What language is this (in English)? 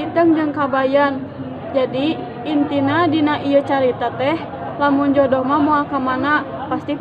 Sundanese